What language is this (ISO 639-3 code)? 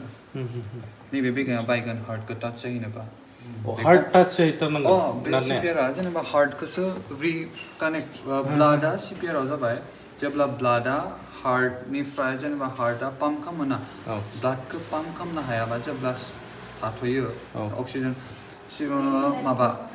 brx